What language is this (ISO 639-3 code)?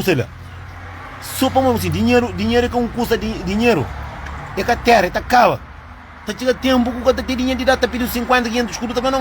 kea